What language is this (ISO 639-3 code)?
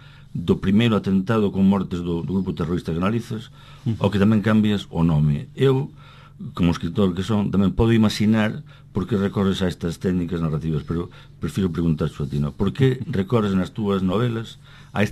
glg